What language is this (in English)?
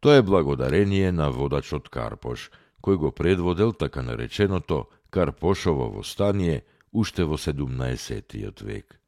Macedonian